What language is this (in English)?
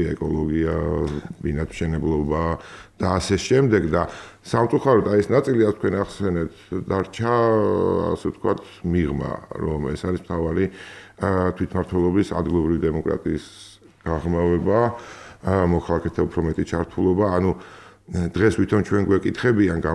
Georgian